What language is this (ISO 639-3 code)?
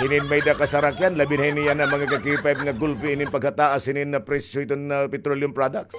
war